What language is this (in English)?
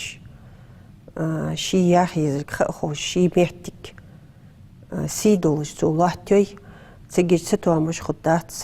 Ingush